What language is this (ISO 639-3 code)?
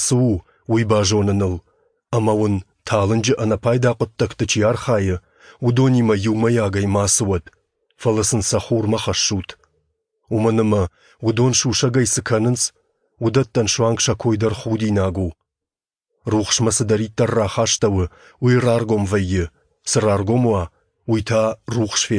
oss